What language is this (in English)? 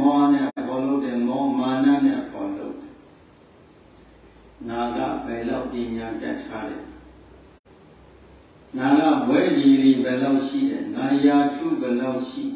Burmese